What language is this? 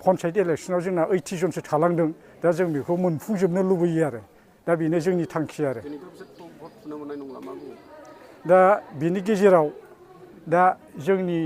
Bodo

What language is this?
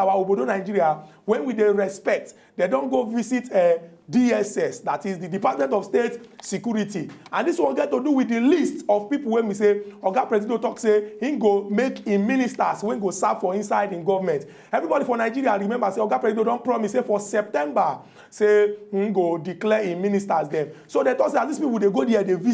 Nigerian Pidgin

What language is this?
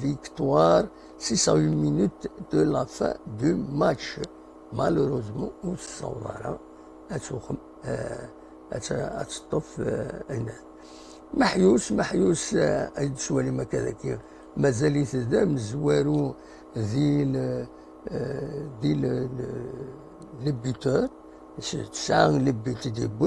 Kabyle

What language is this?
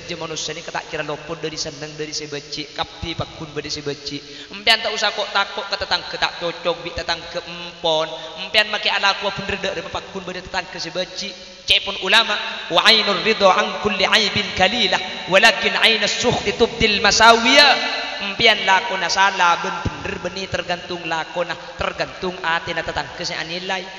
Madurese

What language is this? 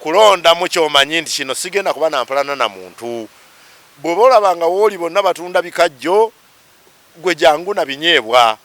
Ganda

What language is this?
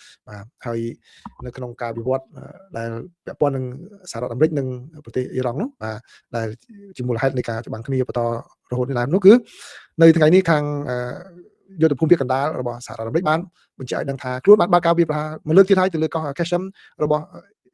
Khmer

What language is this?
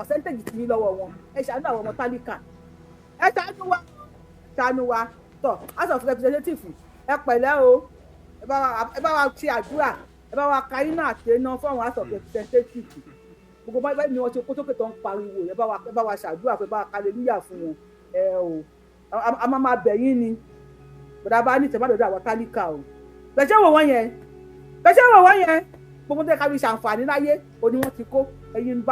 Yoruba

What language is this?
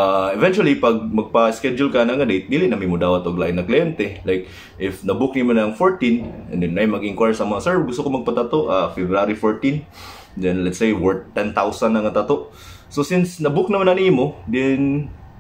Cebuano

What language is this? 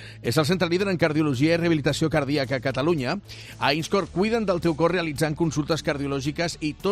Catalan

